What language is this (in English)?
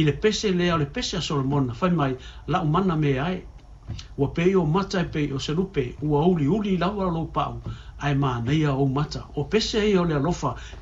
Samoan